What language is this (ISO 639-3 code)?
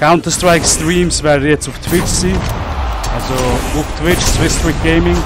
gsw